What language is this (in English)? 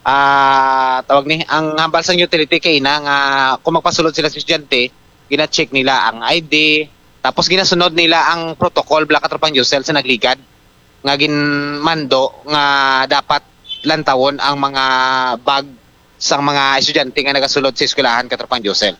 Hiligaynon